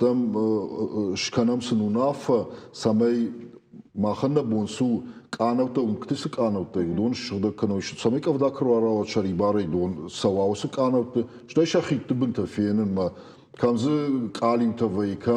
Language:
Ossetic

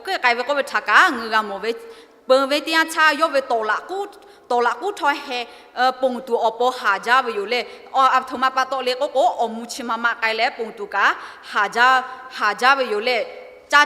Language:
Lahu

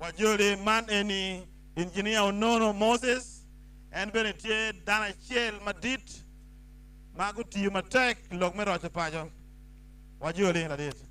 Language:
Acoli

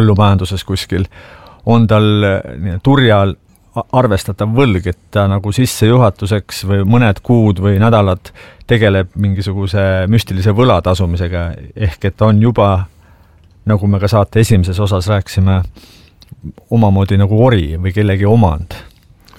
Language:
Estonian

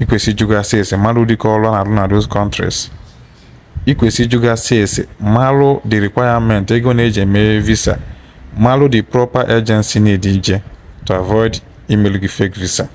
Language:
Igbo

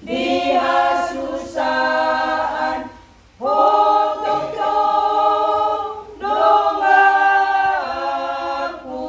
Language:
Batak Toba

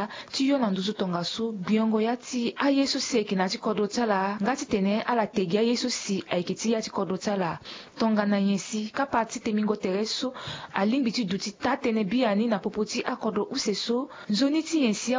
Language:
Sango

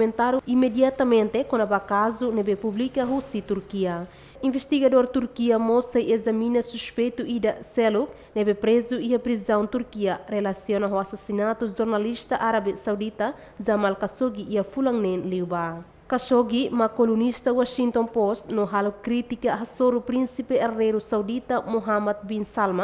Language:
Tetum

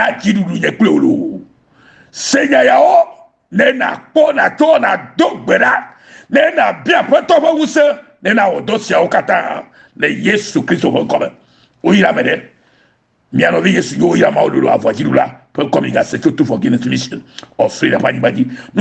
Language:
Ewe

